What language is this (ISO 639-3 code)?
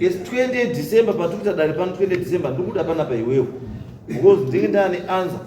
sna